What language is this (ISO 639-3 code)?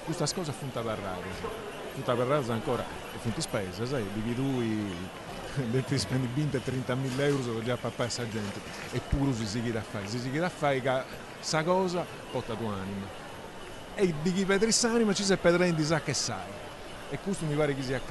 srd